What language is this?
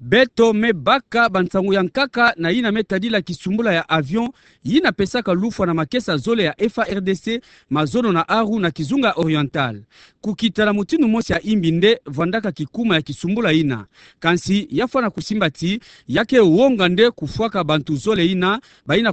Kituba (Democratic Republic of Congo)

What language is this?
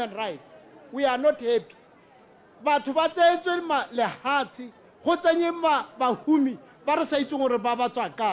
Tswana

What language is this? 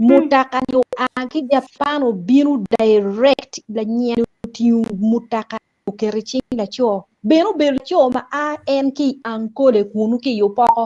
Acoli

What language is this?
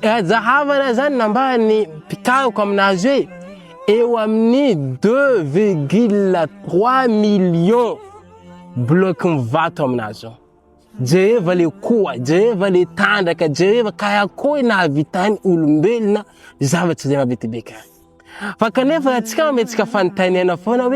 Malagasy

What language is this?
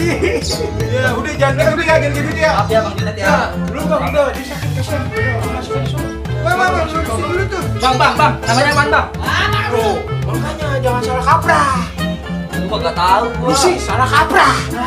Betawi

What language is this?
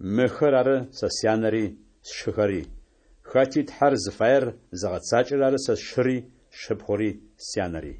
Adyghe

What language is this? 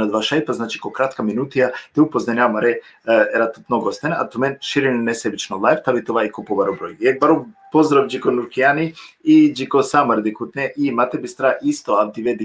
Balkan Romani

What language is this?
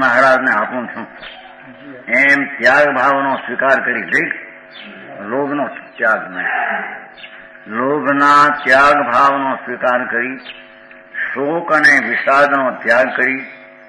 Gujarati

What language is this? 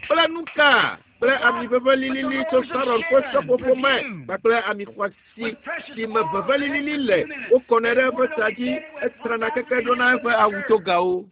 Ewe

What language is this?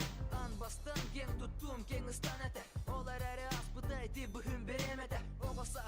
Yakut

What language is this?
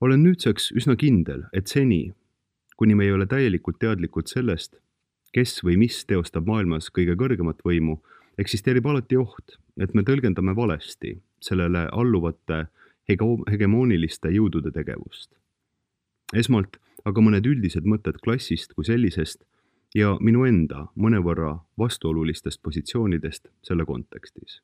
Estonian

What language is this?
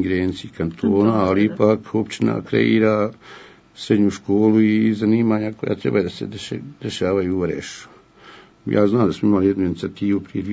Bosnian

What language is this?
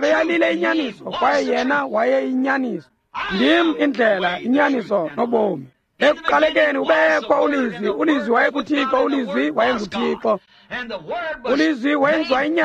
Xhosa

